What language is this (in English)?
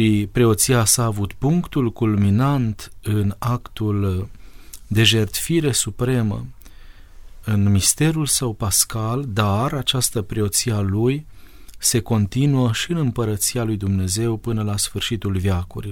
Romanian